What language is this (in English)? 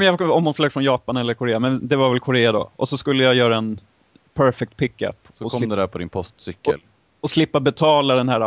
Swedish